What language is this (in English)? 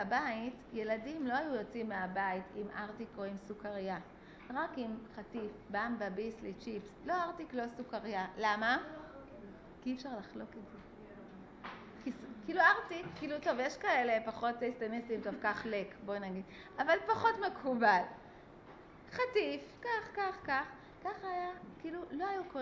Hebrew